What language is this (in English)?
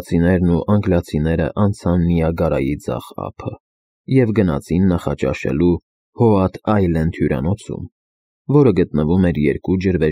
Armenian